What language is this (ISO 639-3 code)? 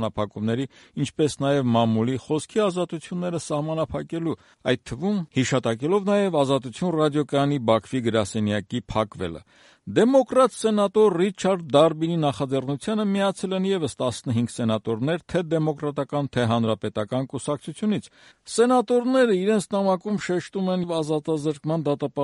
hye